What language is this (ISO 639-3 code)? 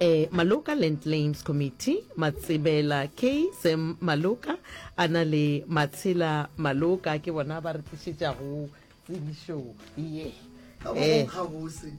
nso